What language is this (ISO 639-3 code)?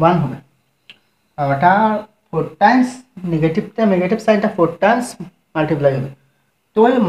ben